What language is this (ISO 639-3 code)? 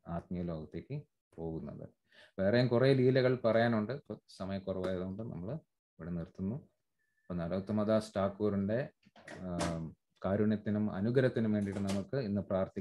mal